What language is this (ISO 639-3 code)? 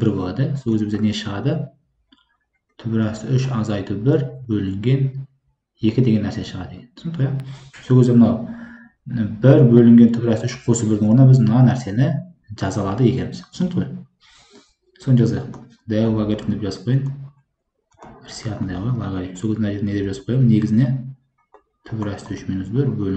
kaz